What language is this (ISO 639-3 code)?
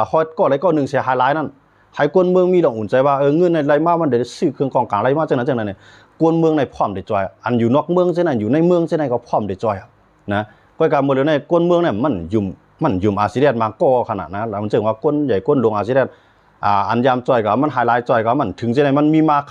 shn